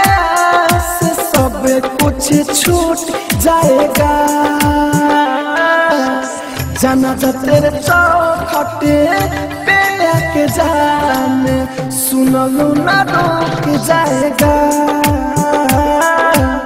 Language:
Bhojpuri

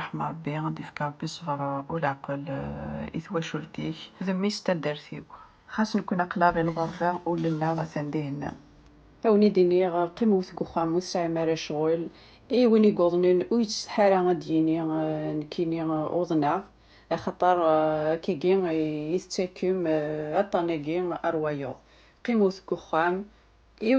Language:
Kabyle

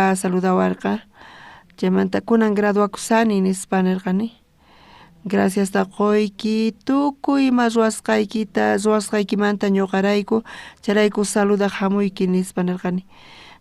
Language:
South Bolivian Quechua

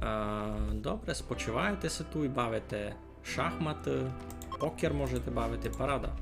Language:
Rusyn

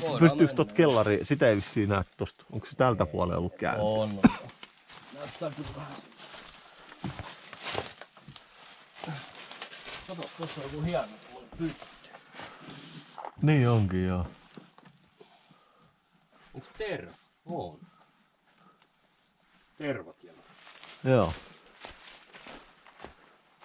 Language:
Finnish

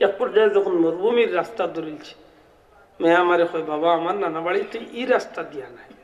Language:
Sylheti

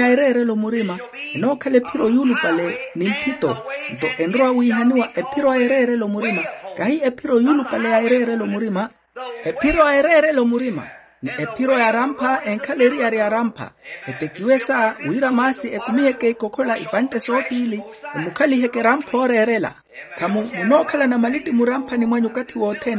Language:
Makhuwa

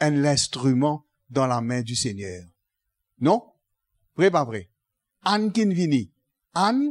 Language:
Morisyen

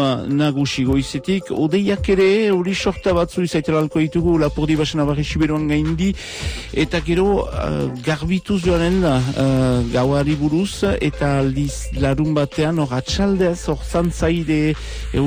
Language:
Basque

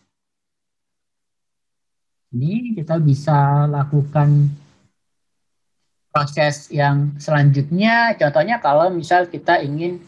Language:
Indonesian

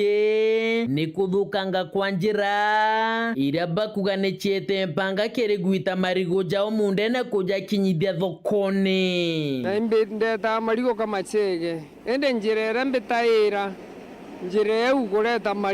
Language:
Meru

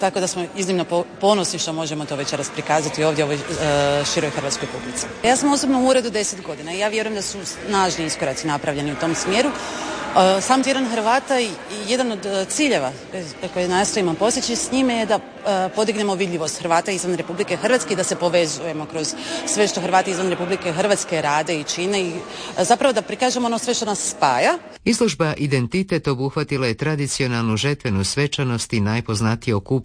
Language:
Croatian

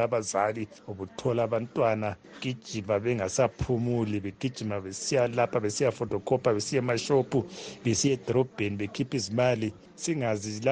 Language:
North Ndebele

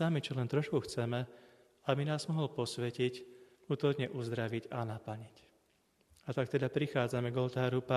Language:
Slovak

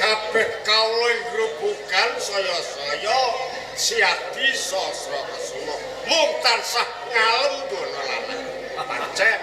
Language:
Javanese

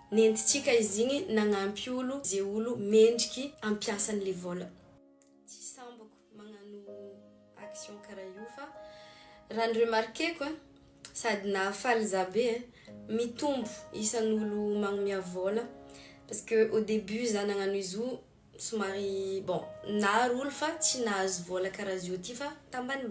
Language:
Malagasy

